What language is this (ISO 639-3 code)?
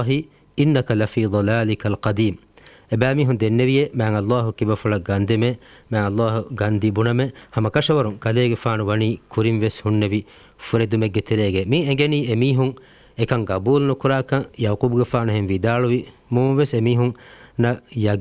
div